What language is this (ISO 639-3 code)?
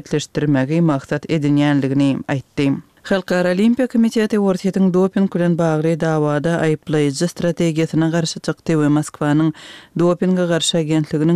kir